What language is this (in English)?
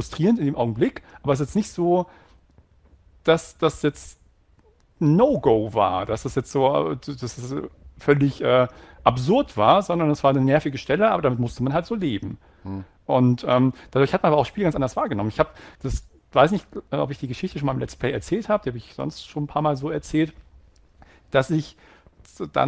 German